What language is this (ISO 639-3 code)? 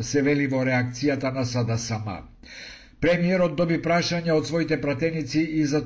mkd